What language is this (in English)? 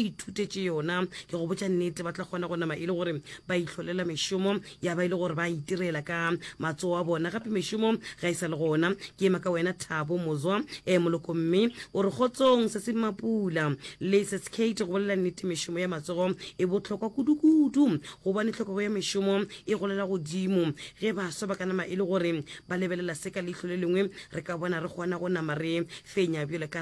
Northern Sotho